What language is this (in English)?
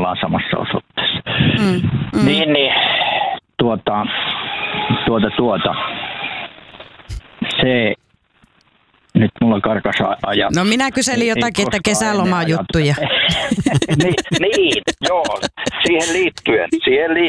Finnish